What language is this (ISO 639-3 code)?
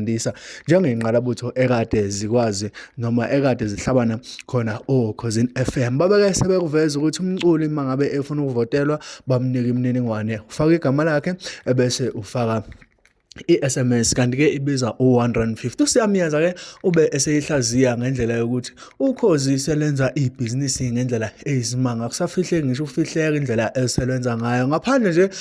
zul